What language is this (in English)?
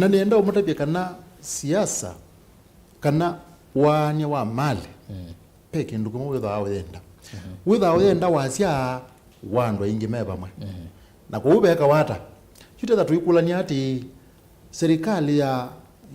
Kamba